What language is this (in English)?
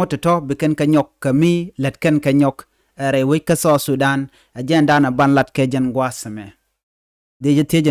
Nuer